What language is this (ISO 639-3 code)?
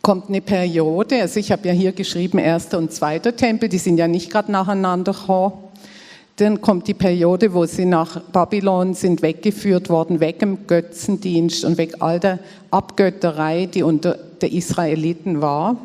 gsw